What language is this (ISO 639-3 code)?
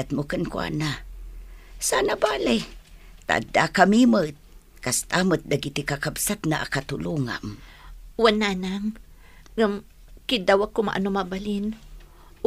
ilo